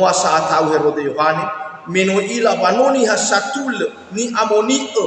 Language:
Nias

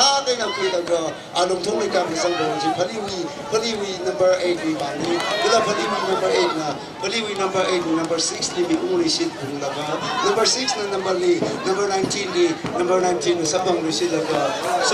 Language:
Tangkhul Naga (India)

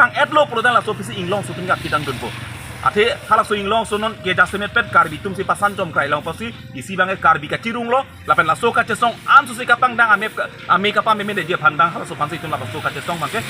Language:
Karbi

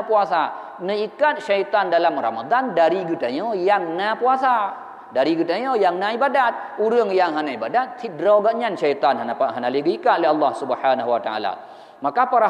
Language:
Achinese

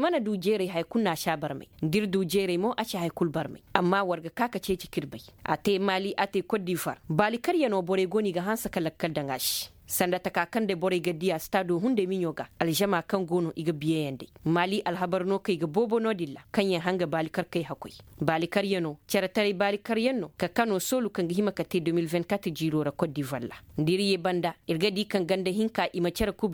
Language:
Koyraboro Senni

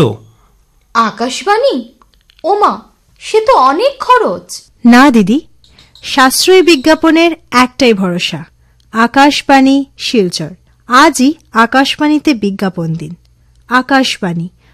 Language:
Bangla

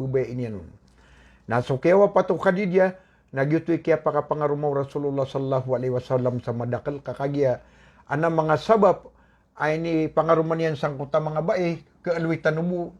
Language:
Maranao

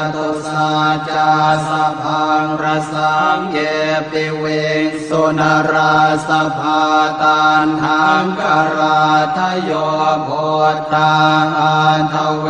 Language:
Pali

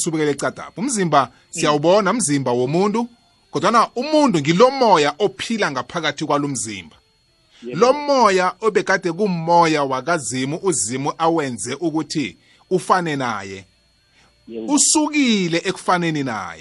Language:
South Ndebele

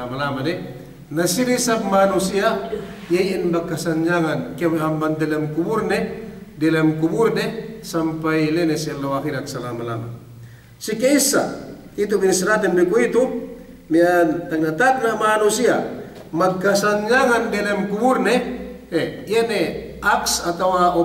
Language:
Yakan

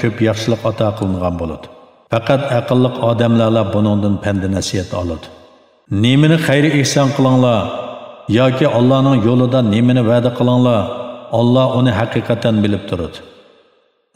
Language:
Uyghur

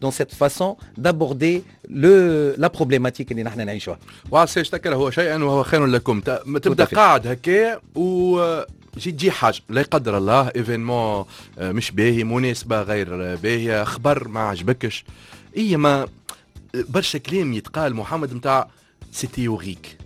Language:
Tunisian Arabic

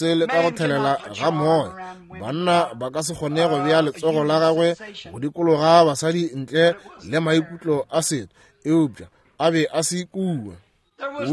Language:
Northern Sotho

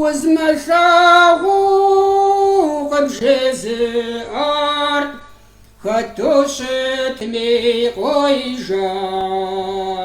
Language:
Kabardian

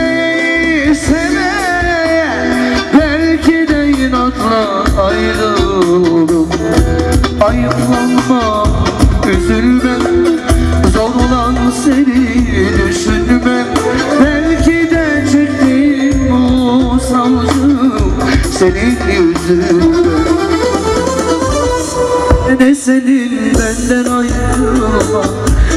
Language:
Turkish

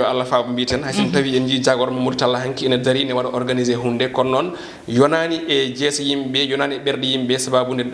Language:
Fula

